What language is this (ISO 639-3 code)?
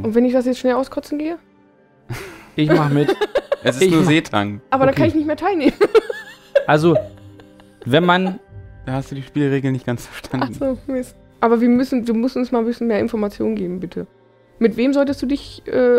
deu